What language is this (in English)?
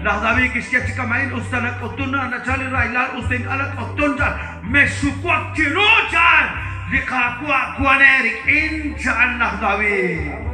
Kekchí